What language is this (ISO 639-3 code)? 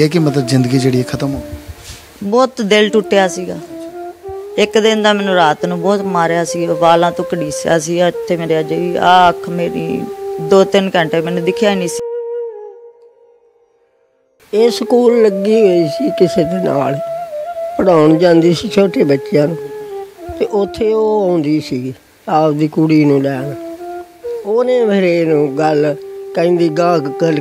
pan